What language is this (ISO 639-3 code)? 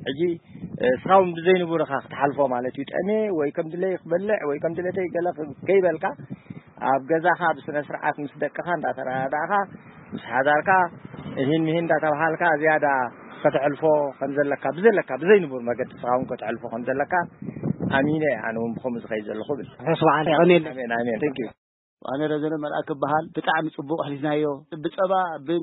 tir